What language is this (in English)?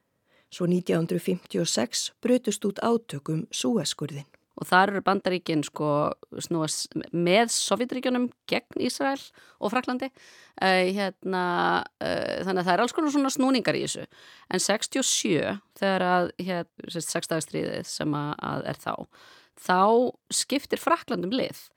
Icelandic